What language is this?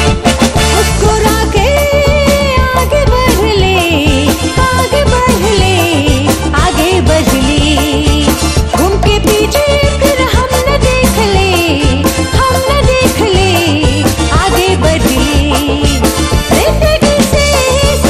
Bhojpuri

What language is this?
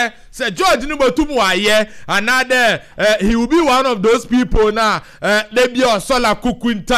Akan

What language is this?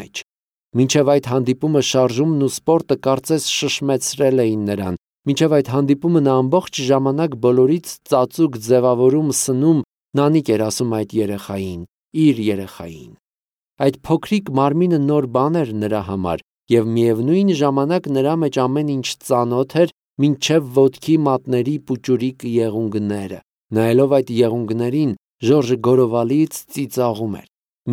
Armenian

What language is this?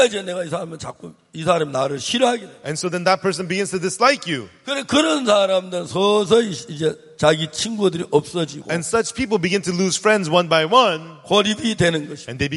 Korean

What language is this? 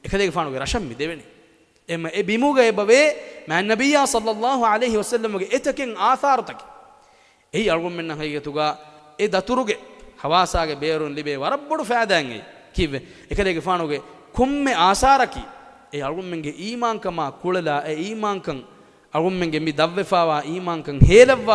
Divehi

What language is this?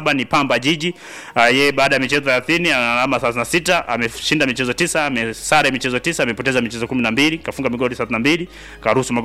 Swahili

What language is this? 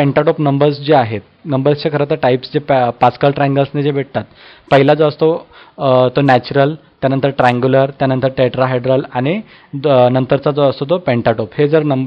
Marathi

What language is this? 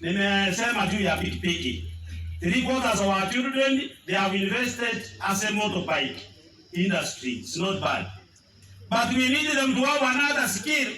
Gusii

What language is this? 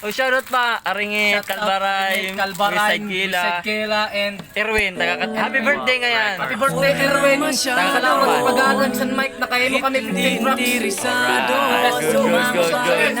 Waray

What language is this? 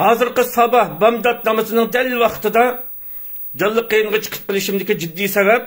Uyghur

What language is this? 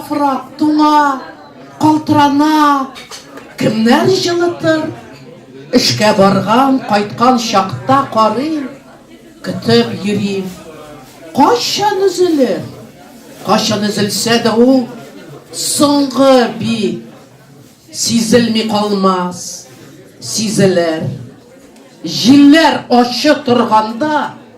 Tatar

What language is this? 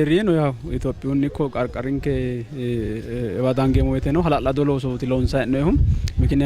Sidamo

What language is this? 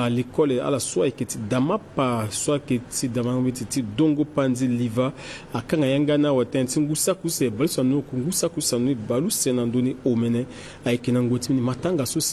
Sango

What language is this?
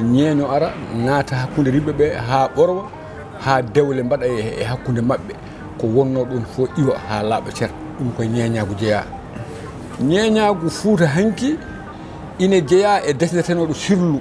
Fula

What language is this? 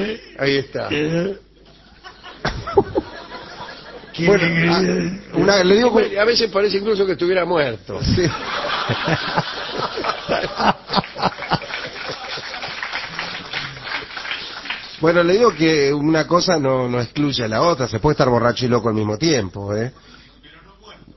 Spanish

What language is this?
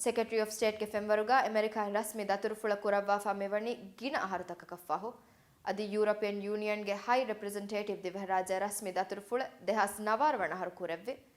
Divehi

